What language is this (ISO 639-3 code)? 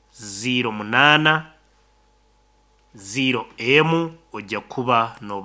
nyo